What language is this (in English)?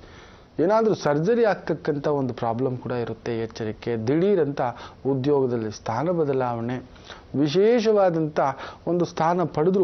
Kannada